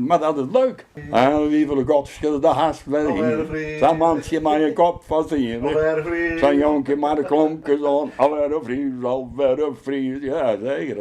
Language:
Western Frisian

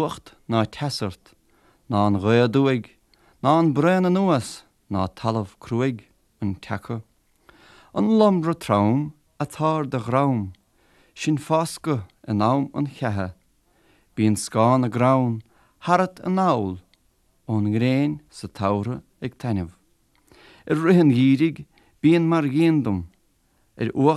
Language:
Irish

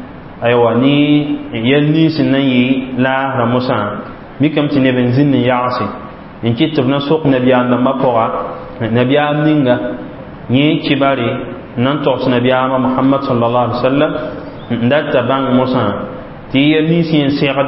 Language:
Mossi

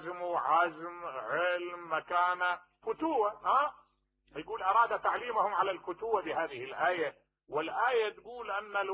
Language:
Mesopotamian Arabic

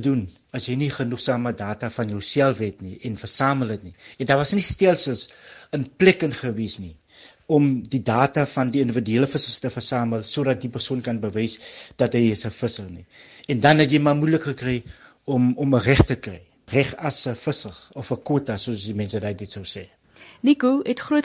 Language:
Afrikaans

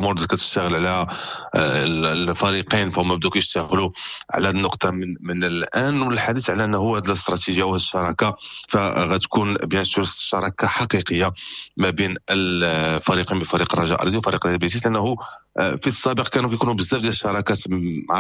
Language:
Moroccan Arabic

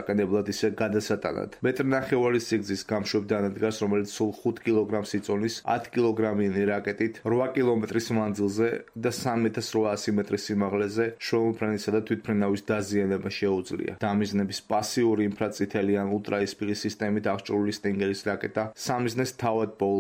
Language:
Georgian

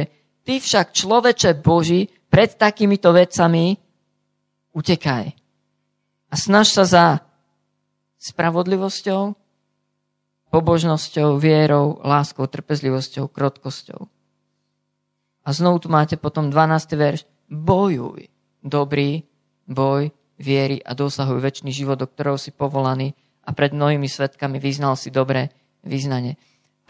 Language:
Slovak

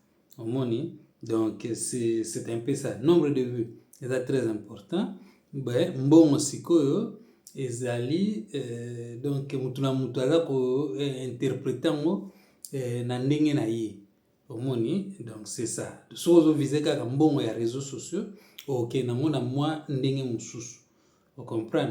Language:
Lingala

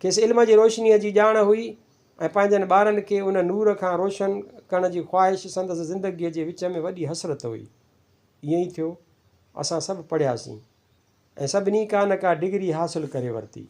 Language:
Sindhi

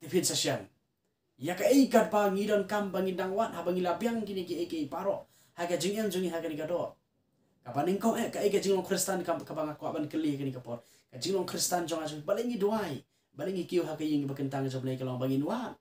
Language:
Khasi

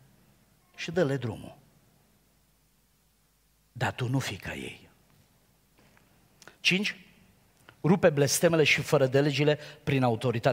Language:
Romanian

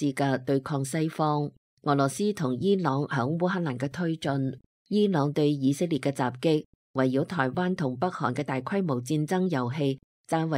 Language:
Cantonese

